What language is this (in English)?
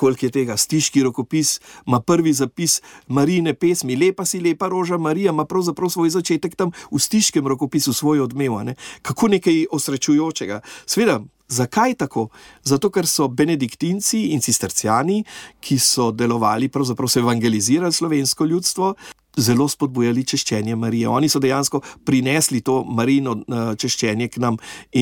Slovenian